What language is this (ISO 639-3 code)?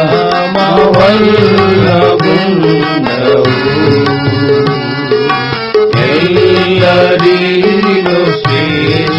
tel